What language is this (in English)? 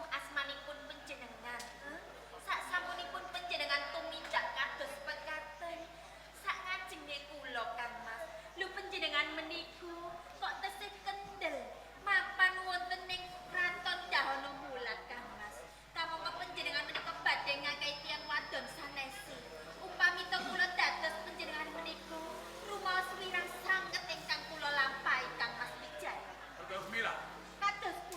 Javanese